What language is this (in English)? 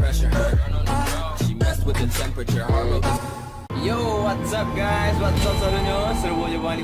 Minangkabau